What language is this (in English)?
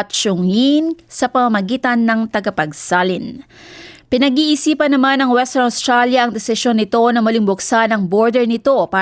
Filipino